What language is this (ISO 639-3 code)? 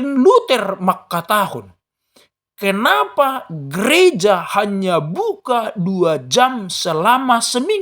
bts